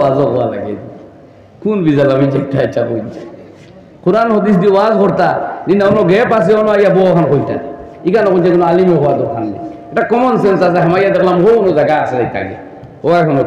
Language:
Sylheti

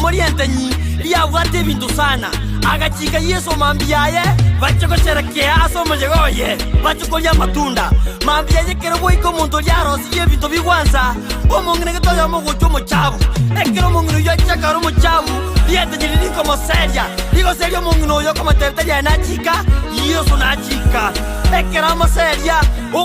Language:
Gusii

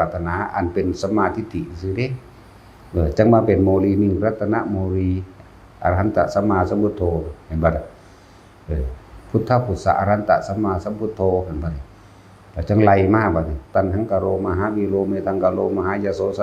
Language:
Northeastern Thai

